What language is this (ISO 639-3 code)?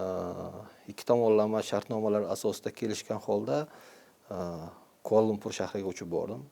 uzb